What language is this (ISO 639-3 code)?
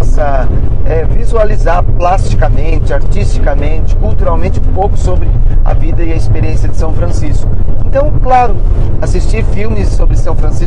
por